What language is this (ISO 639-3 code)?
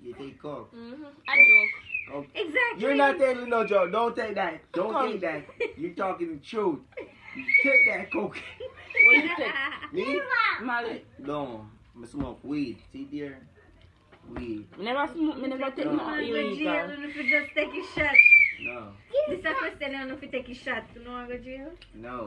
jam